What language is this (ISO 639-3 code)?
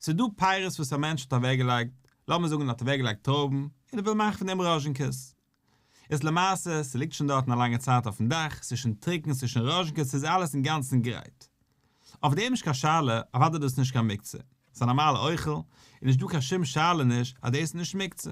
yid